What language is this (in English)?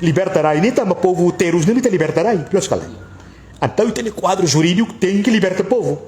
Tetum